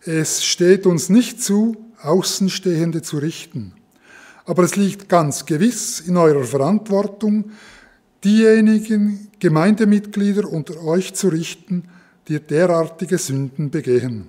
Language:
Swiss German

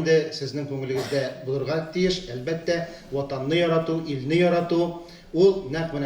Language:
Tatar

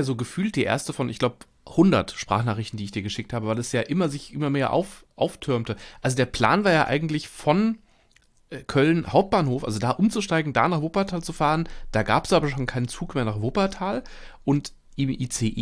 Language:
German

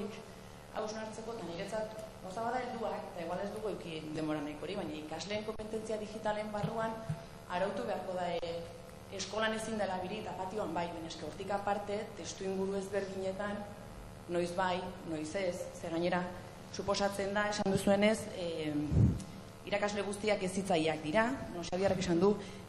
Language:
Basque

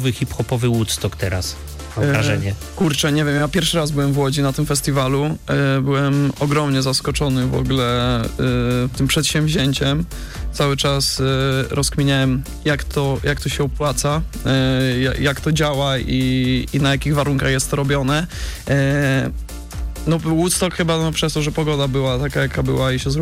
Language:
Polish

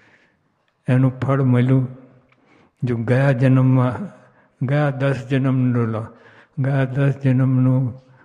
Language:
Gujarati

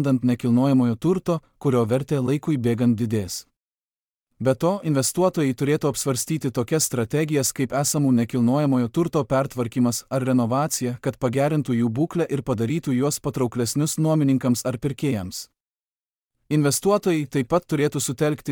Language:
Lithuanian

